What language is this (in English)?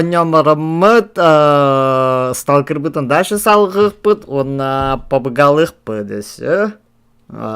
Yakut